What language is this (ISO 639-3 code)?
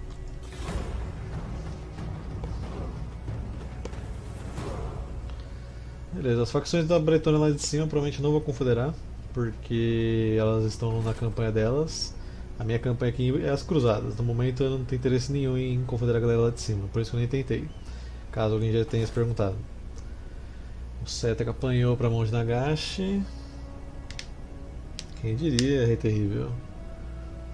por